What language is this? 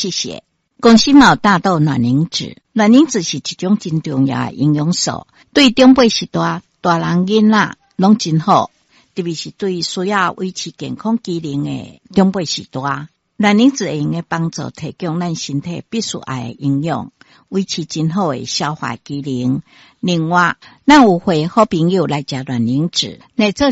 Min Nan Chinese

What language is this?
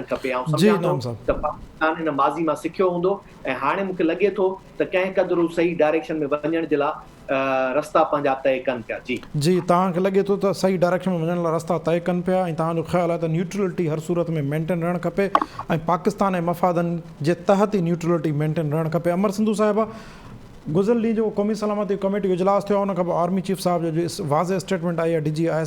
Sindhi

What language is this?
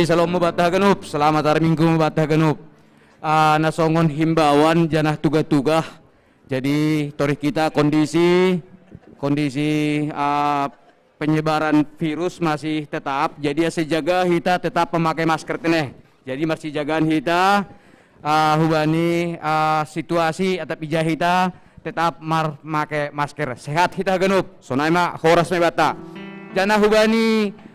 Batak Simalungun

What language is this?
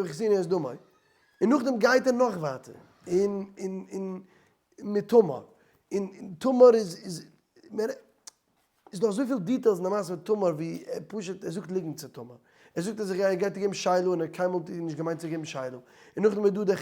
Yiddish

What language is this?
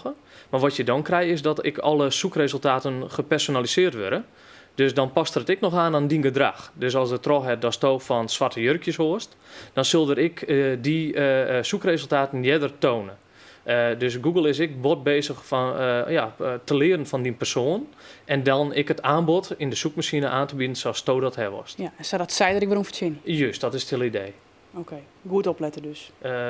Western Frisian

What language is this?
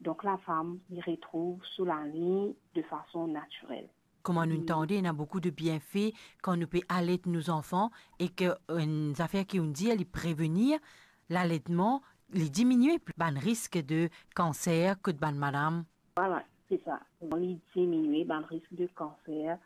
Morisyen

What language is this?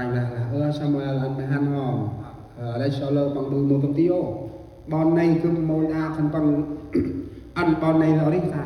Central Mnong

